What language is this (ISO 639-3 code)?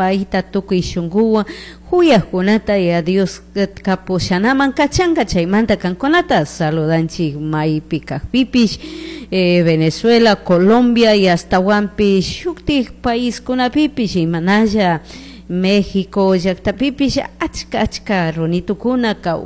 qug